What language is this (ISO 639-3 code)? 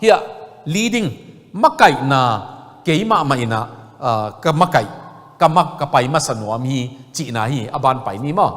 ctd